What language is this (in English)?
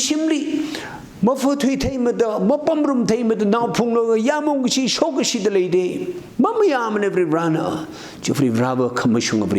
Tangkhul Naga (India)